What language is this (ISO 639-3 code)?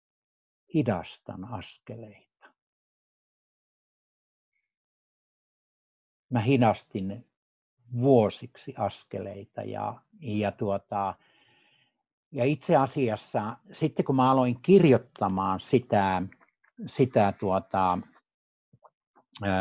fin